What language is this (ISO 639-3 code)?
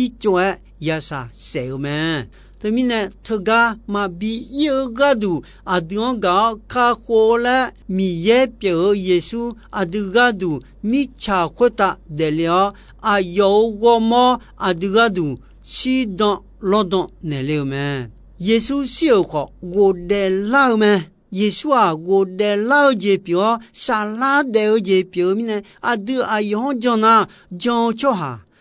ahk